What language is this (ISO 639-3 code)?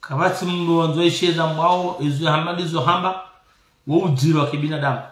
zdj